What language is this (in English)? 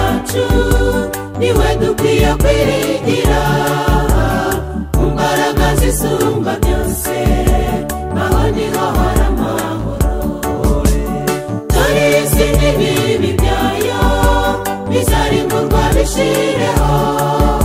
Kinyarwanda